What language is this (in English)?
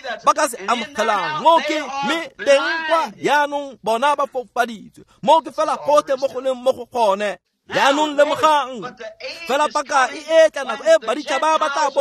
Tswana